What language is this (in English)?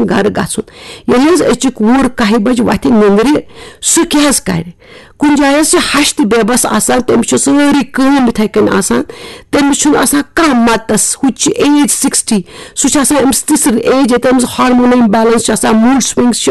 Kashmiri